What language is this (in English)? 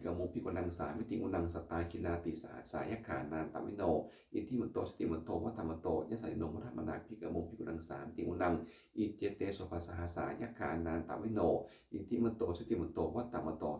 Pali